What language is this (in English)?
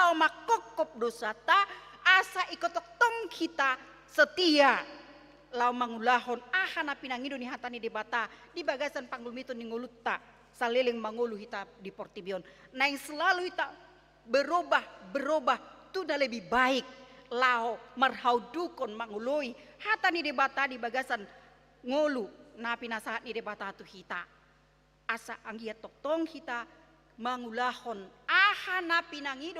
Batak Toba